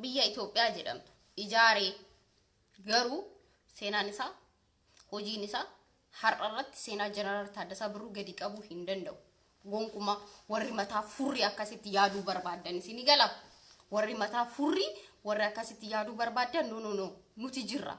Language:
Oromo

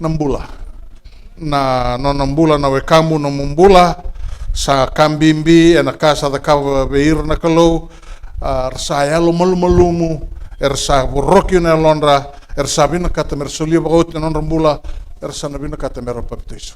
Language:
Fijian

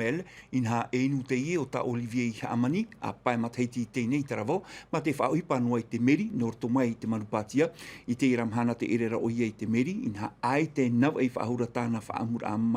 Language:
Tahitian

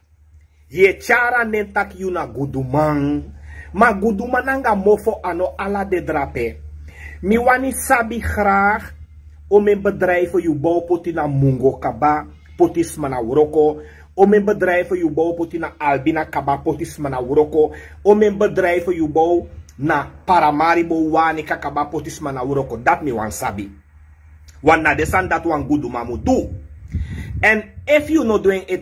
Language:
Sranan Tongo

